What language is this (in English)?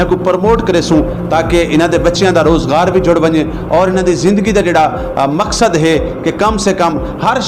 Saraiki